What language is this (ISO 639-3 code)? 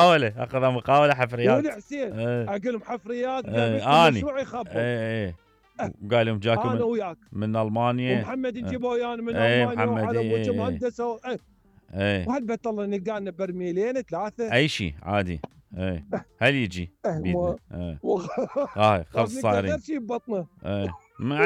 acm